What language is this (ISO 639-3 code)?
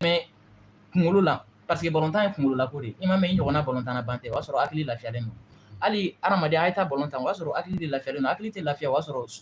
bam